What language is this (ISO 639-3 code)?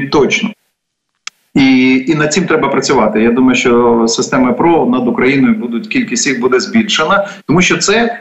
ukr